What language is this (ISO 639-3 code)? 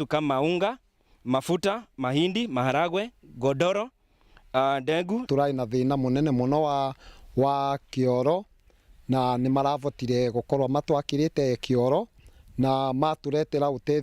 mer